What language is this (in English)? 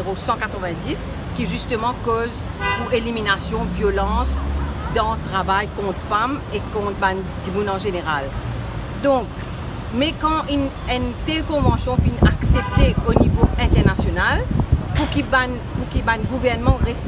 Morisyen